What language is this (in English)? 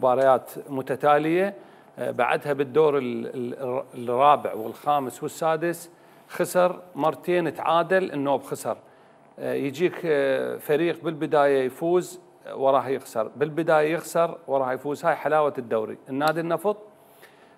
Mesopotamian Arabic